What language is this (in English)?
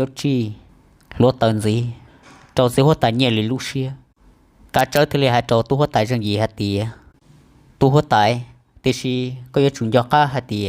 Hmong